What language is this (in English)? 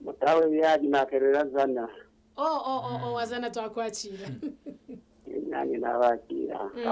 Nyankole